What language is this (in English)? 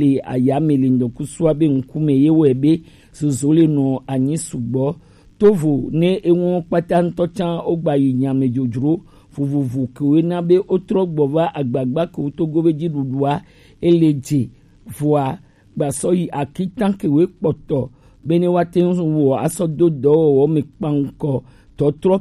Gen